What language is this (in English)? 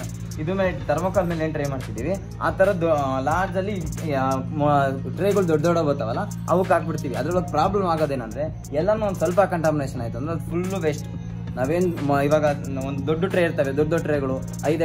Kannada